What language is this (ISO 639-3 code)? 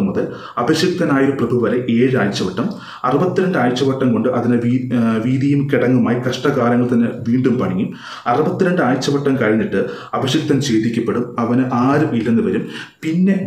mal